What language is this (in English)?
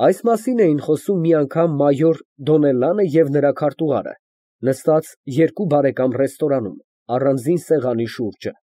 Armenian